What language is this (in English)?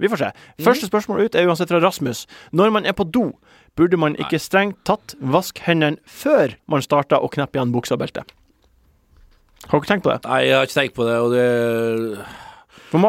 Norwegian